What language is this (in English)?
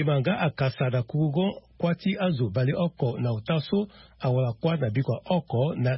Sango